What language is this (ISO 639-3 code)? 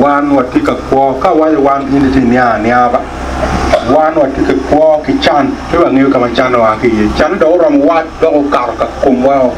ach